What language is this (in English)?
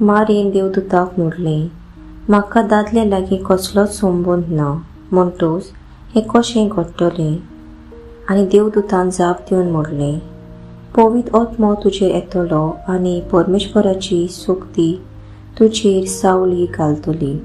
Konkani